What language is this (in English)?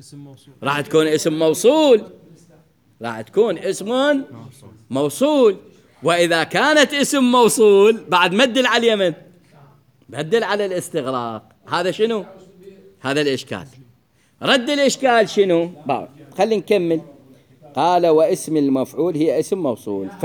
Mesopotamian Arabic